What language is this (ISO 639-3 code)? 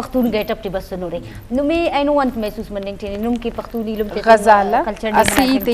bgp